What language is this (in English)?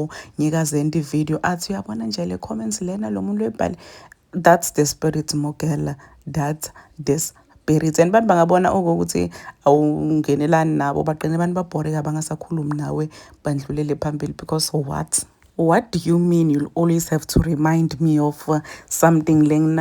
Zulu